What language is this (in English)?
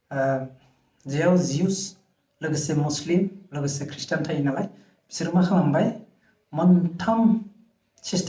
Bodo